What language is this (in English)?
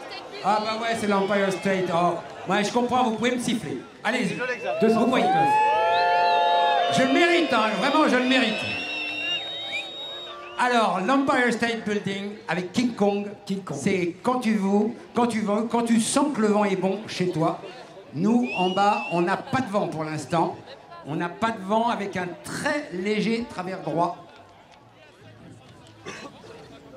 French